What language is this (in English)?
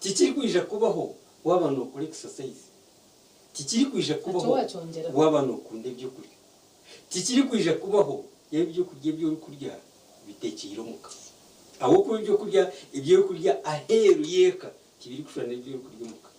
Nyankole